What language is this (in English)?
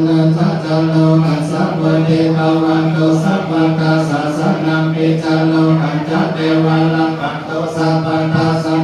Pali